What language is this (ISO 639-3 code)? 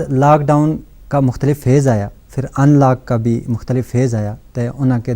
gju